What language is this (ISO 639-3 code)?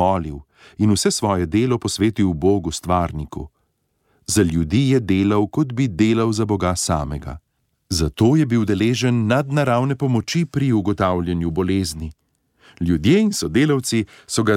slv